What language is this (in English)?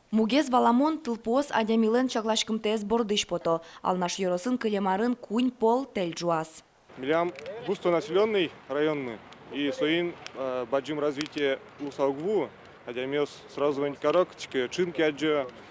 Udmurt